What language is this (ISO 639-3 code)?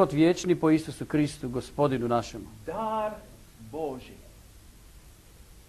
hrv